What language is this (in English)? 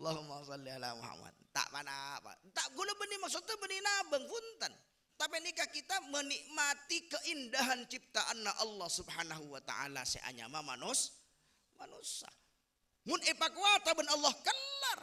Madurese